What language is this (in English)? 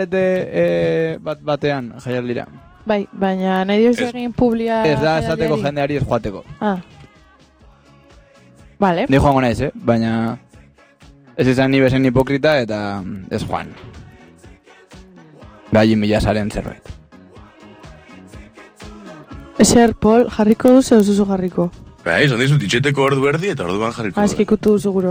Basque